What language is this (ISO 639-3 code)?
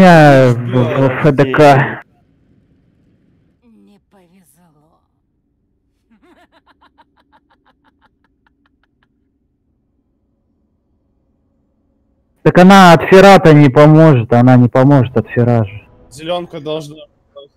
rus